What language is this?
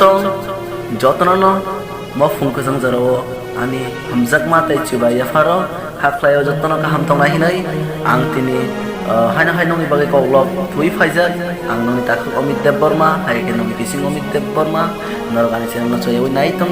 Kok Borok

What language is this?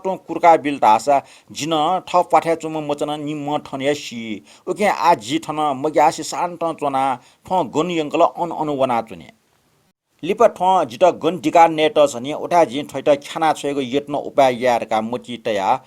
Newari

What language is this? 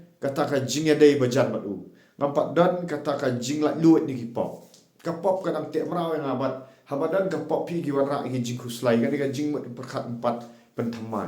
Khasi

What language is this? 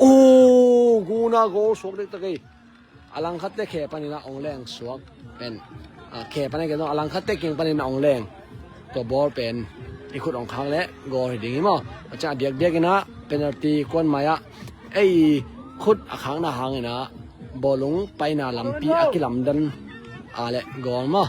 Tedim Chin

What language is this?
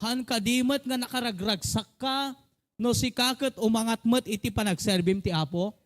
Iloko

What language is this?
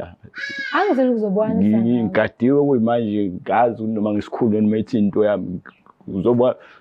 Zulu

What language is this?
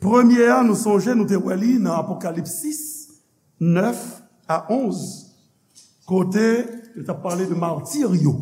Haitian Creole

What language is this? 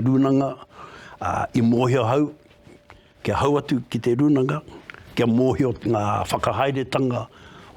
Māori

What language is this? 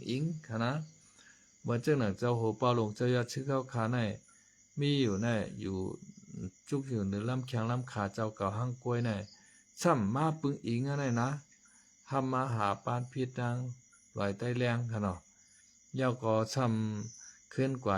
Shan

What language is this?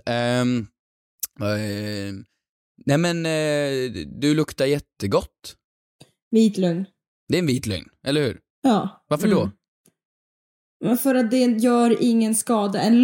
Swedish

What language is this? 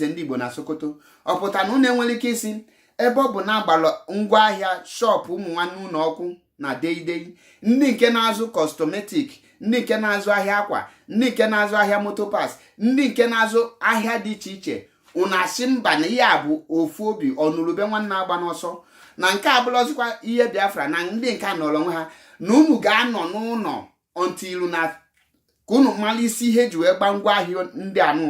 Igbo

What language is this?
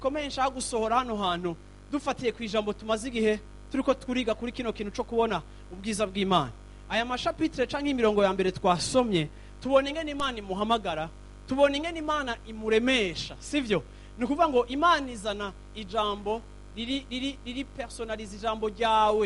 Rundi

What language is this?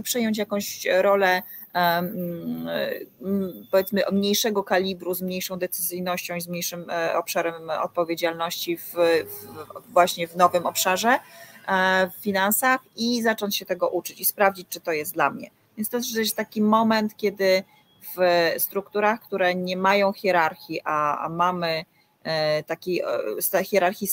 Polish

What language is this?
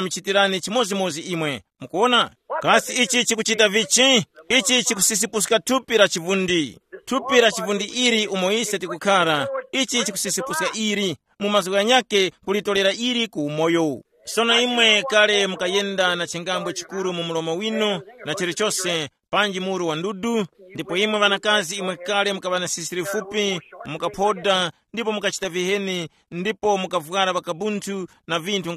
Tumbuka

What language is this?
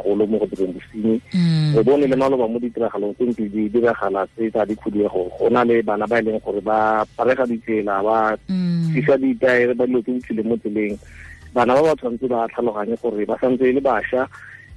Tswana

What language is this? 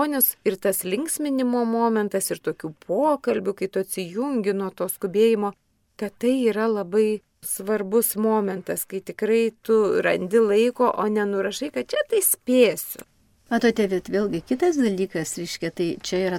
Lithuanian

